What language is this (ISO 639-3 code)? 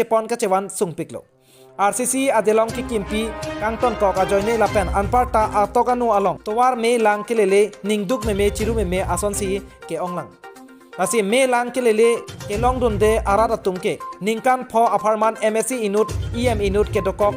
mjw